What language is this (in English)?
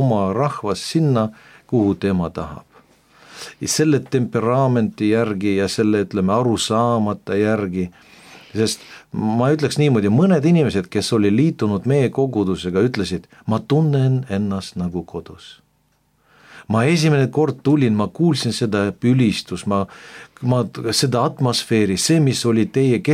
Estonian